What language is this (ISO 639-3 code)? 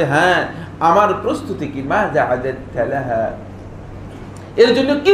ben